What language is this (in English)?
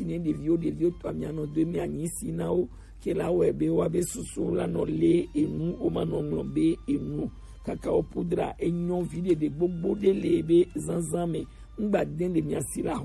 Gen